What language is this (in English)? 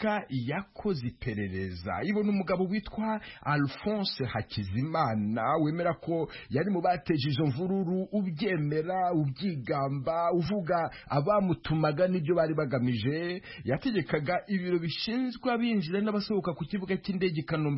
Kinyarwanda